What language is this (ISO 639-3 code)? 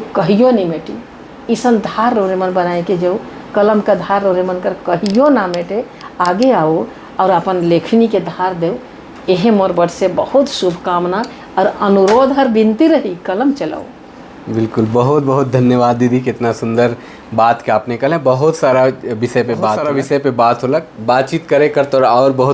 sck